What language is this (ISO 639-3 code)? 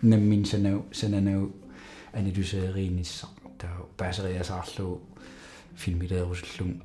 kal